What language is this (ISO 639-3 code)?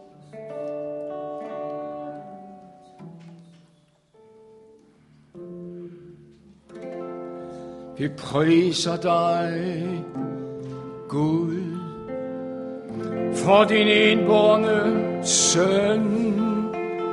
dan